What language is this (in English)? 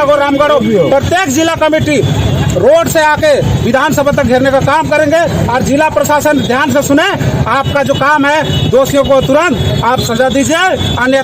Santali